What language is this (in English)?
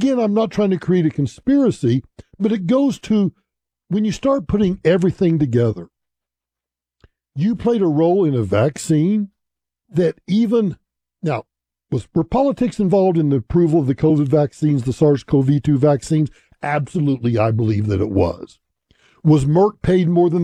English